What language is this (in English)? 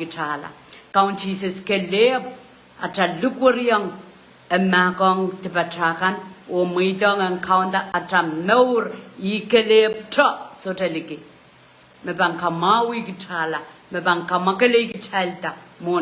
Pohnpeian